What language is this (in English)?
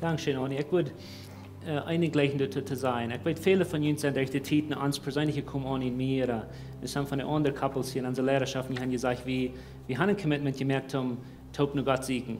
Plautdietsch